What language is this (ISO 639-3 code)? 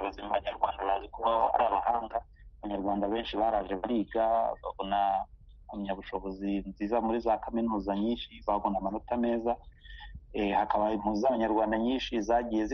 kin